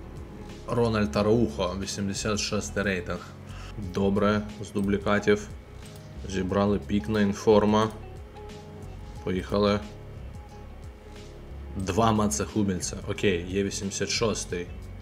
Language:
Ukrainian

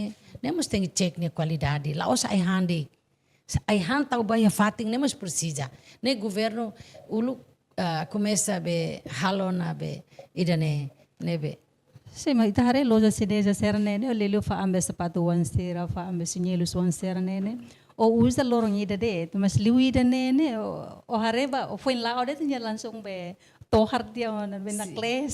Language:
Tetum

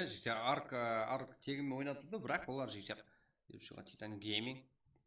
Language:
Kara-Kalpak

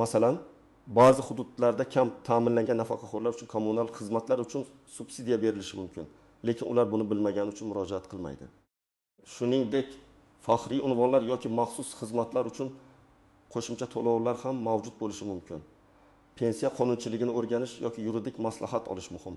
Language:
Uzbek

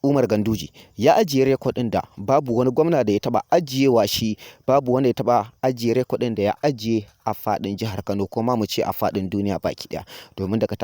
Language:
Hausa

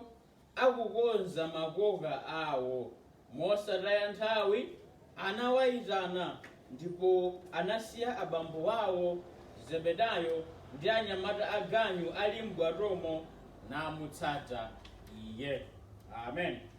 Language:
Nyanja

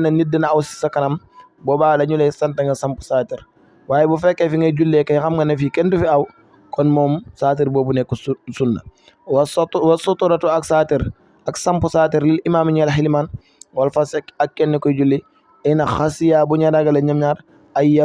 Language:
Wolof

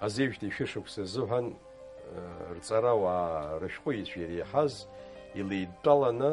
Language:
Abkhazian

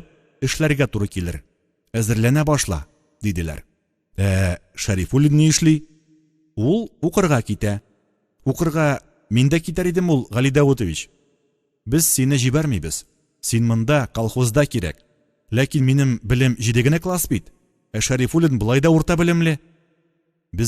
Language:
Tatar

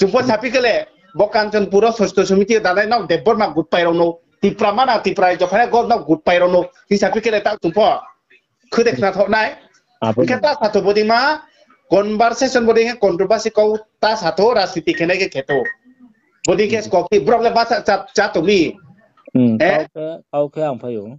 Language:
Riang (India)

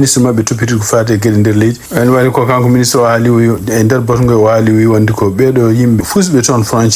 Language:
Fula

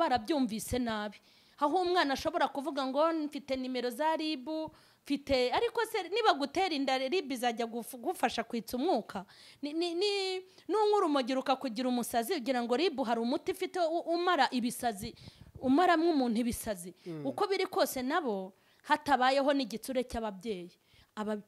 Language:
Kinyarwanda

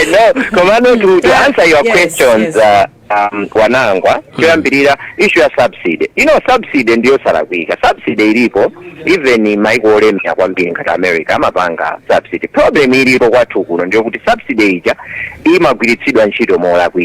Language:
Nyanja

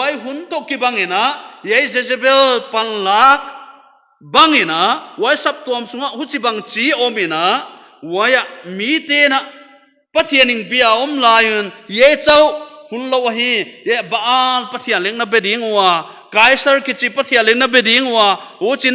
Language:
Paite Chin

